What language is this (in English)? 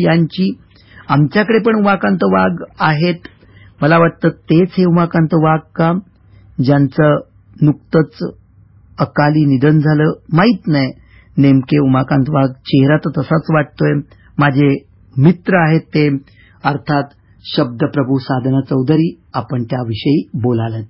Marathi